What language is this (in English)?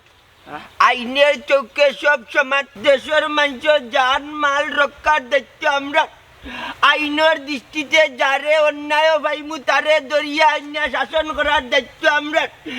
Sylheti